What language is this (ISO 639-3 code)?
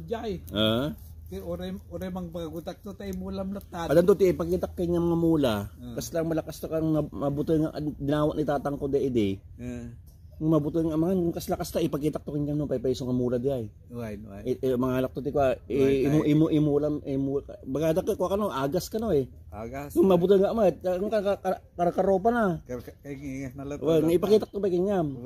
ilo